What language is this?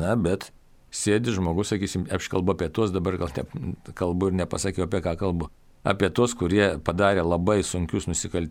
Lithuanian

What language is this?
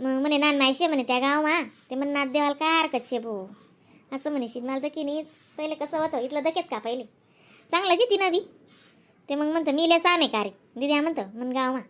Khandesi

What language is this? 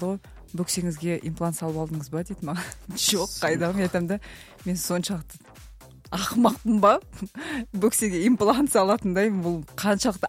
Kazakh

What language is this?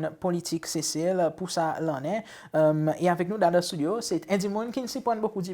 Seselwa Creole French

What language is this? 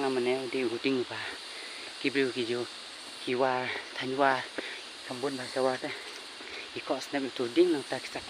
Khasi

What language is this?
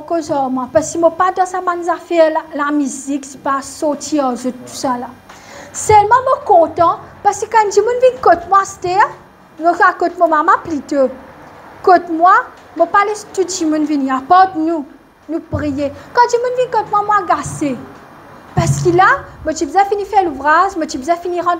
Morisyen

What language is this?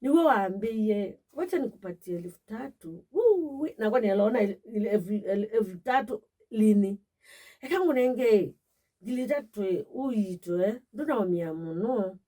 Kamba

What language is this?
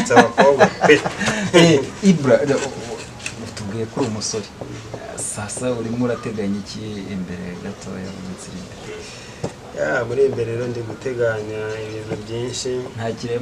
Kinyarwanda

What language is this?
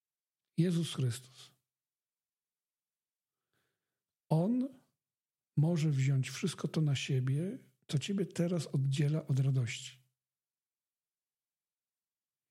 Polish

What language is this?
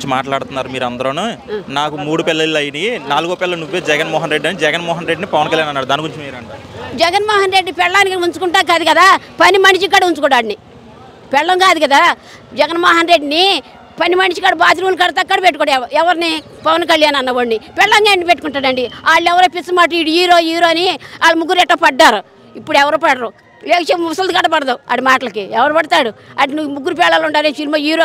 Telugu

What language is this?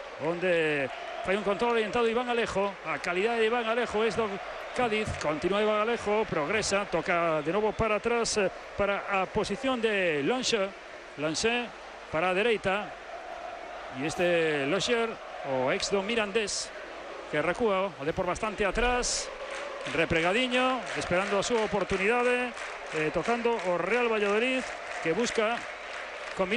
Galician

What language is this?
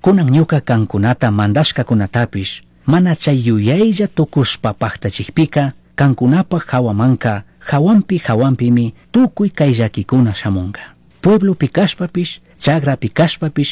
Chimborazo Highland Quichua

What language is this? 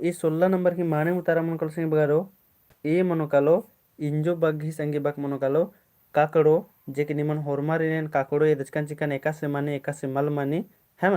Kurukh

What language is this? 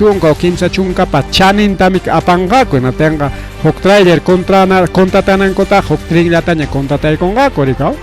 Ayacucho Quechua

